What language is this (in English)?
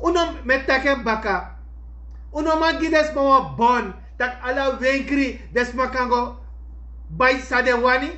Sranan Tongo